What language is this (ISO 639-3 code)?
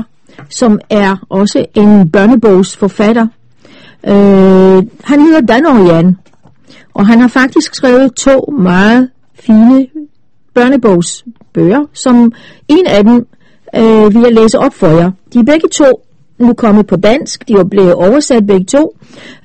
dan